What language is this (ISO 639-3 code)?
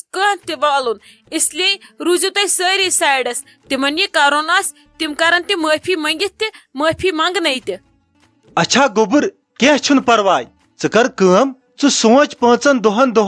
kas